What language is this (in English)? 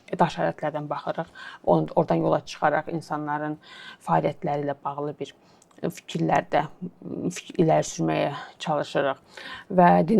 Azerbaijani